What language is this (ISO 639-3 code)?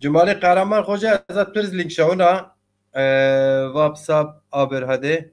zza